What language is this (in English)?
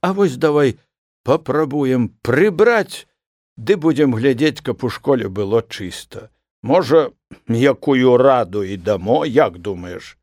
Belarusian